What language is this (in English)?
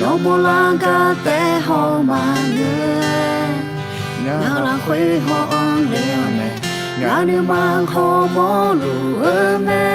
Akha